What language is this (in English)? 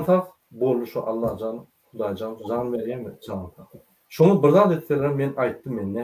Turkmen